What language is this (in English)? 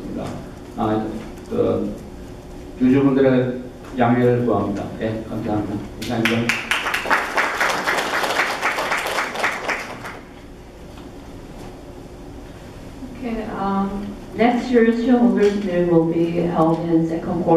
Korean